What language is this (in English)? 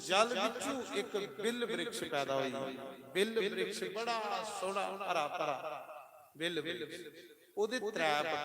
Dogri